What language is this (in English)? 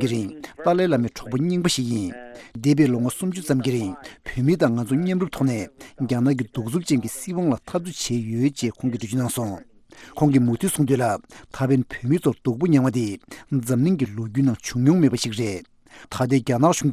Tibetan